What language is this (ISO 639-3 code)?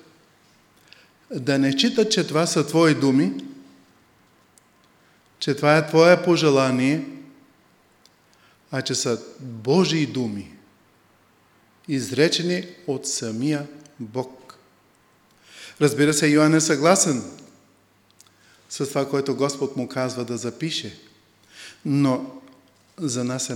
bul